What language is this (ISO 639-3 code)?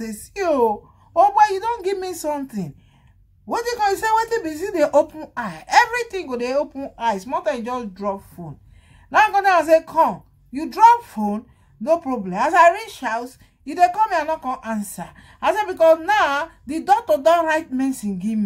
pcm